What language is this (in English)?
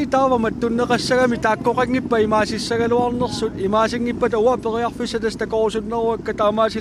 Kalaallisut